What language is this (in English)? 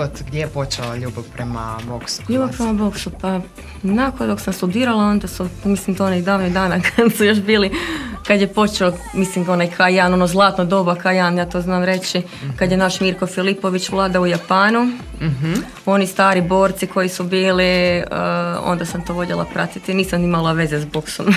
Croatian